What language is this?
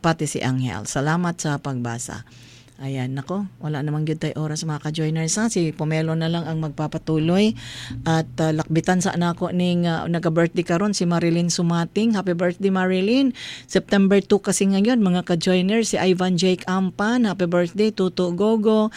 Cebuano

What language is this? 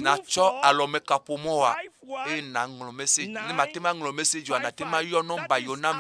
Ewe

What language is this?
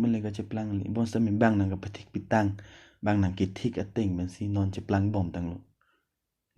Karbi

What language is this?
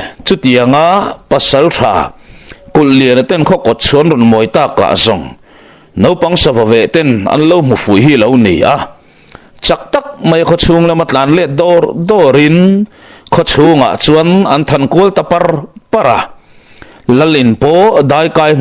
Mizo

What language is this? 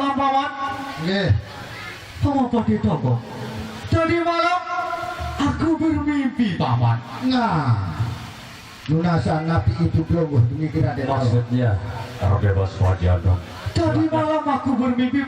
Sasak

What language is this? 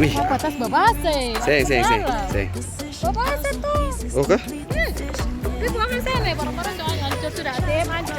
Ambonese Malay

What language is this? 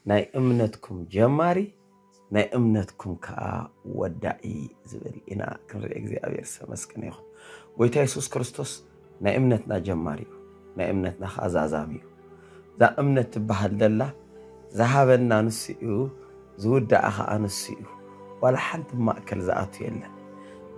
Tigrinya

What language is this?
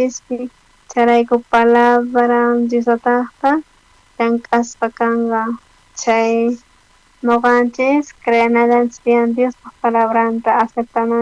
South Bolivian Quechua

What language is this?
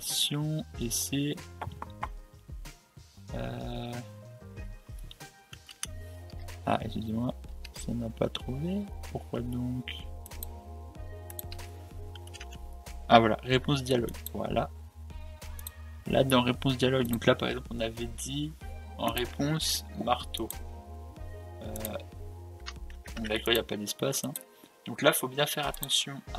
French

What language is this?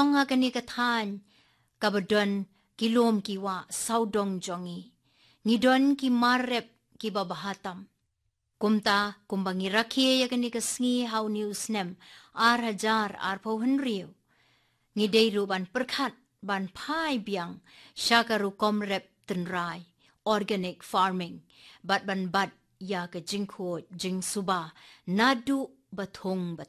Khasi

